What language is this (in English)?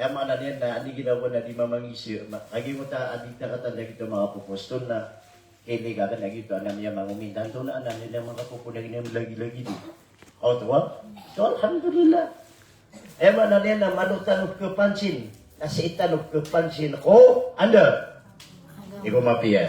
Maranao